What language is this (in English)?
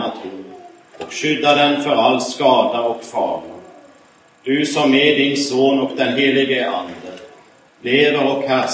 Swedish